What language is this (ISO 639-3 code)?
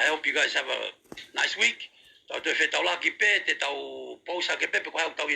ton